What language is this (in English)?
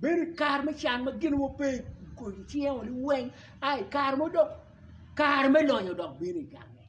Acoli